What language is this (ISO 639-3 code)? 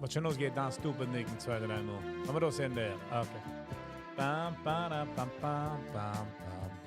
yid